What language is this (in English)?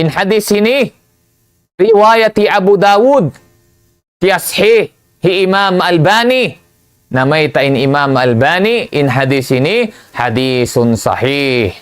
Tausug